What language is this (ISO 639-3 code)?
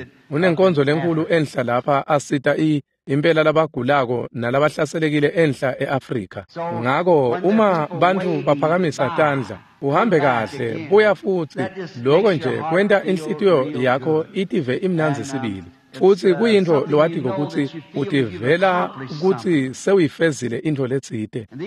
ssw